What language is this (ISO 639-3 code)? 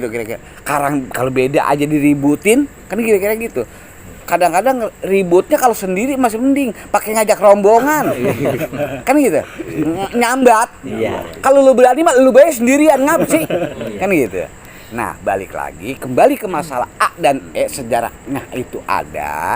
bew